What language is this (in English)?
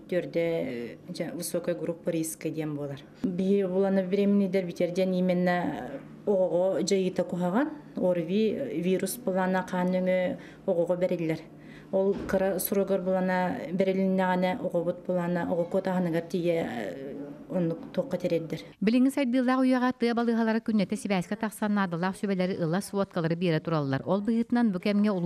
Yakut